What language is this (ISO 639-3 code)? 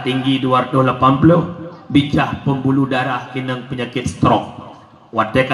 ace